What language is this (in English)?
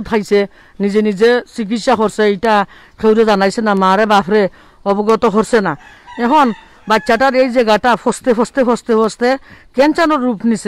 Sylheti